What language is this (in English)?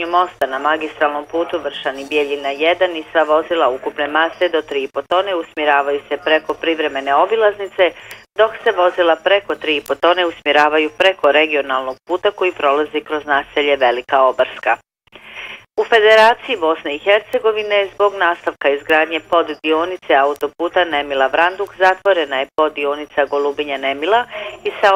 Bosnian